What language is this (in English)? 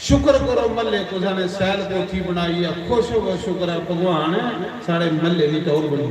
Dogri